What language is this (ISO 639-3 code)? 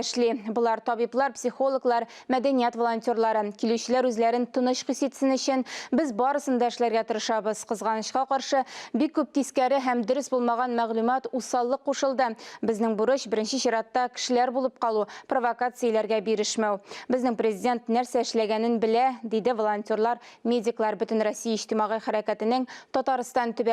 tat